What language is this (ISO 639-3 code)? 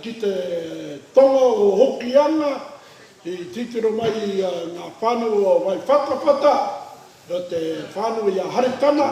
mri